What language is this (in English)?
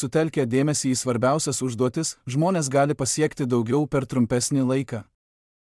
Lithuanian